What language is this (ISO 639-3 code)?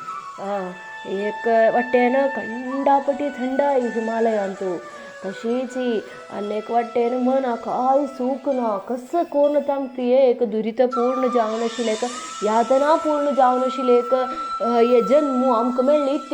kok